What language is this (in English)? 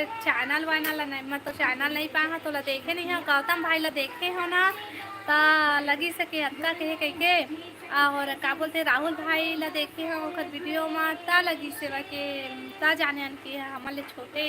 Chhattisgarhi